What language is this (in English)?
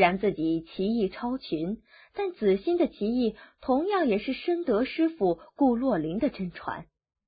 Chinese